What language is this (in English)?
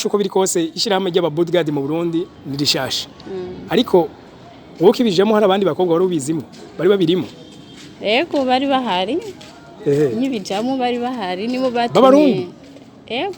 Rundi